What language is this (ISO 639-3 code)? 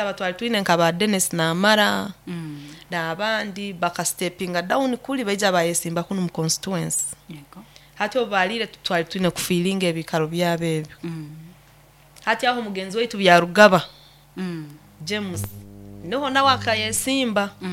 nyo